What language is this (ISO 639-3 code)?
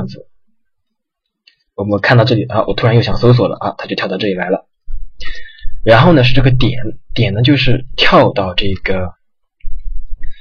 zho